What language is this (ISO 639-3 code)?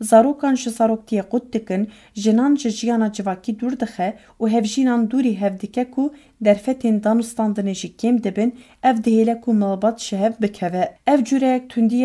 kur